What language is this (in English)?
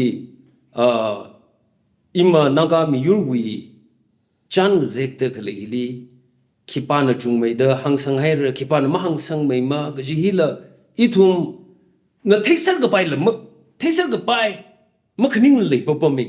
Tangkhul Naga (India)